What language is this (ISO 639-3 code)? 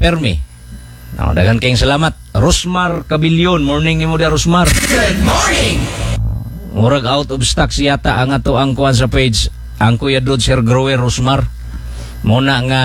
ceb